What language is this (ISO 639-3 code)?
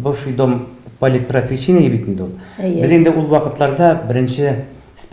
tat